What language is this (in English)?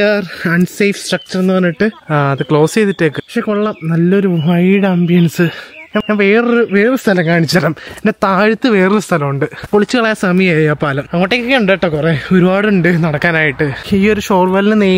Malayalam